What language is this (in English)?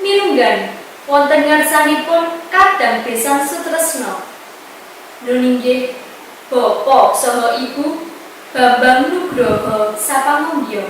Javanese